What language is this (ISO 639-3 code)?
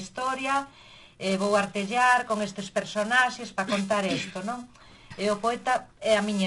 glg